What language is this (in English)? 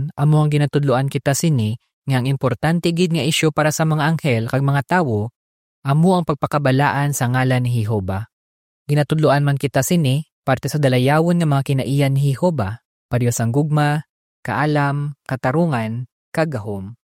Hiligaynon